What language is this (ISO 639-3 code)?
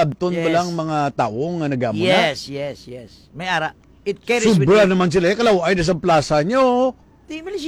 hil